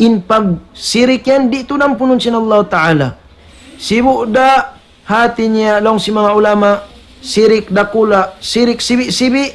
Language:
Tausug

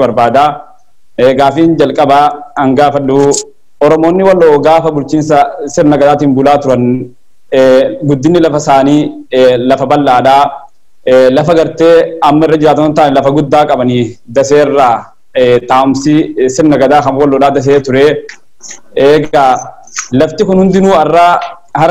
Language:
Oromo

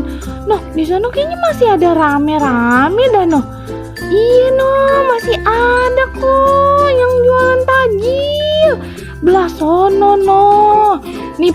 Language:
Betawi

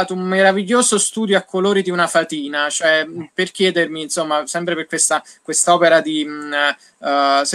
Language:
Italian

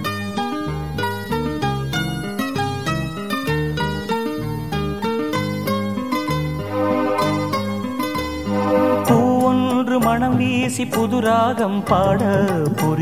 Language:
Tamil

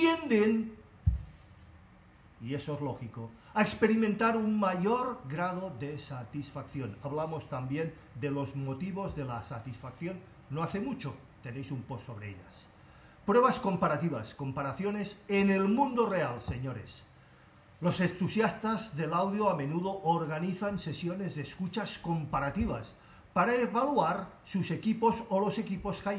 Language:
Spanish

